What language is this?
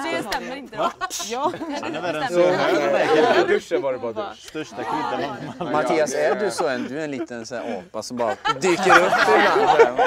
Swedish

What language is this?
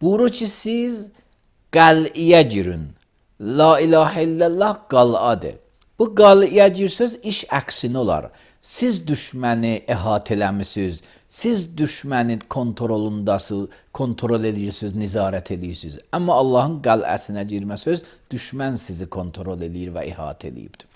Azerbaijani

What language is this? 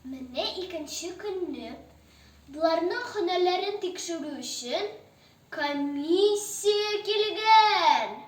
Tatar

